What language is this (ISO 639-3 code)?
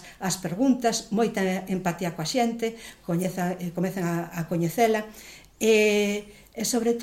glg